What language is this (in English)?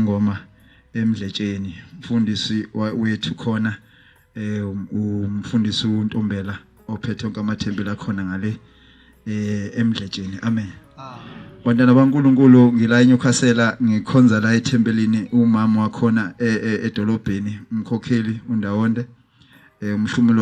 Zulu